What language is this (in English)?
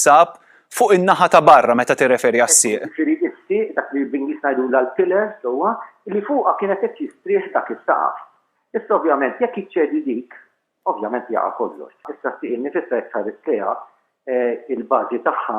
Maltese